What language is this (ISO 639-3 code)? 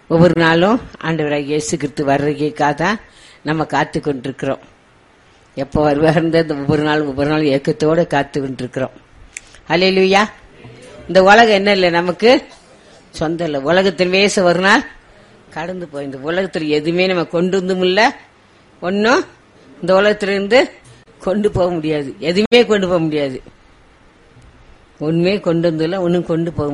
tam